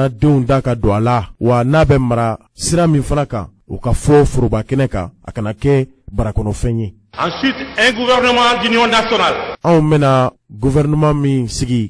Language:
Bambara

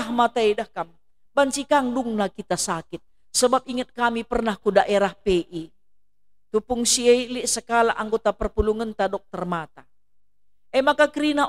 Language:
Batak Karo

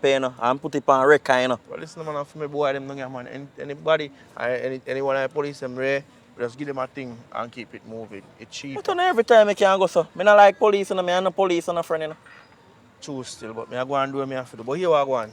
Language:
Jamaican Creole English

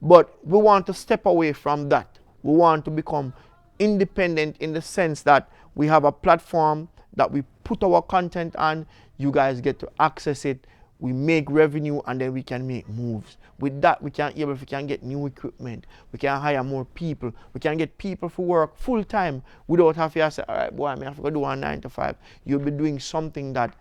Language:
Jamaican Creole English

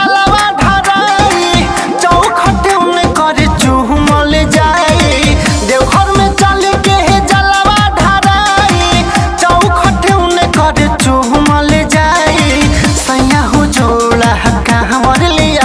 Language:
Bhojpuri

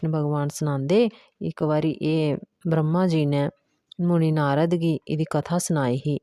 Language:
Dogri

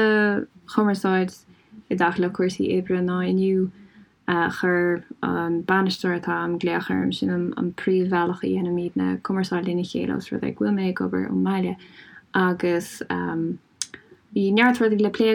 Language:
Irish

